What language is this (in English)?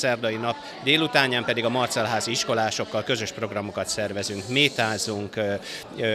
Hungarian